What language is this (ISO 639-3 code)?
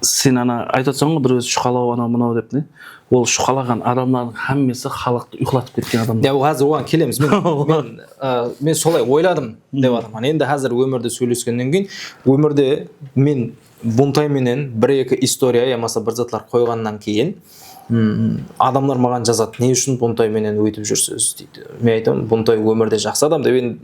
kaa